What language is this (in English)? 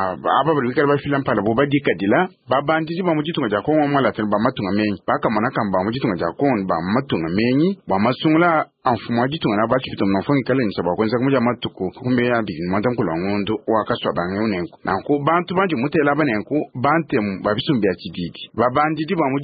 Luba-Lulua